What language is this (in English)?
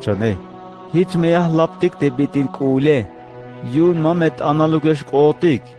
Tzeltal